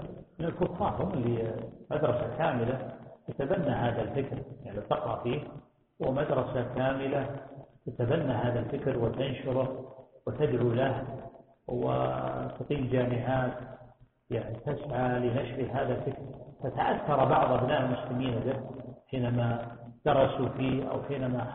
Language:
Arabic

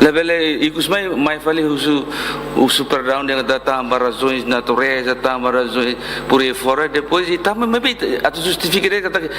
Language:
Tetum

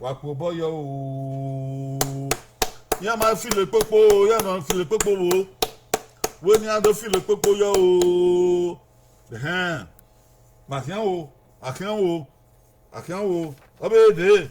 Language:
Bini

